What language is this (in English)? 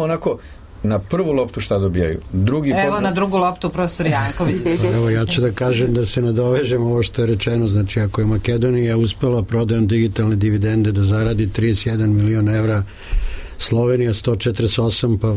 Serbian